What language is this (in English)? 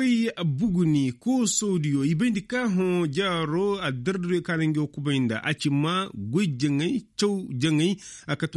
Koyraboro Senni